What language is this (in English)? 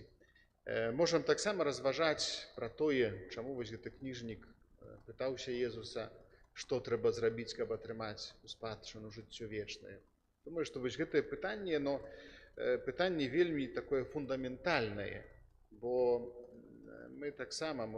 Belarusian